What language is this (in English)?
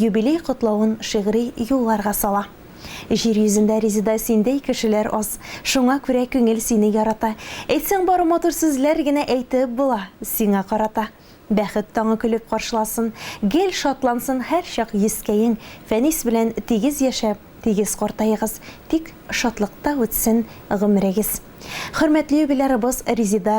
Tatar